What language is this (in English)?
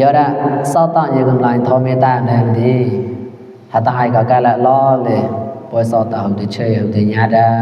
Mon